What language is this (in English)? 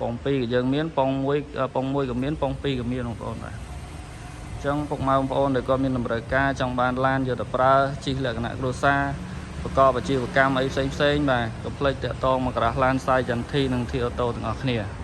Khmer